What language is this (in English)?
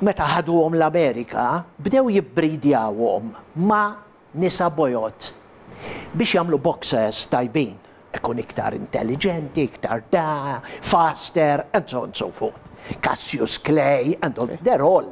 Maltese